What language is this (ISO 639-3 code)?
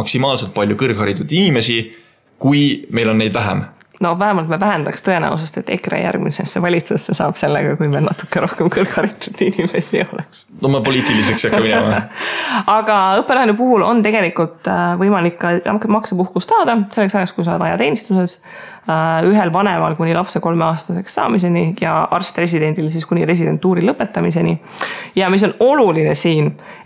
est